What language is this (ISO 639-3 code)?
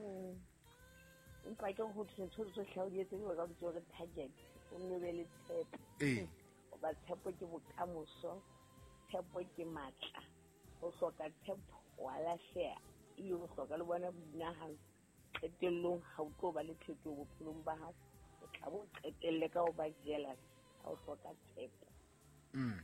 sot